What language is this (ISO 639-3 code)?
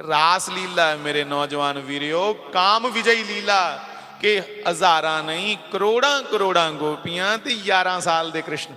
doi